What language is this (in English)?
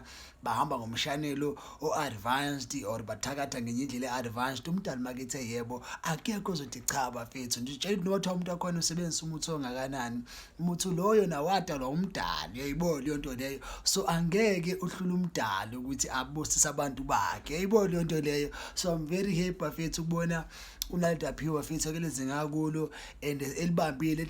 Zulu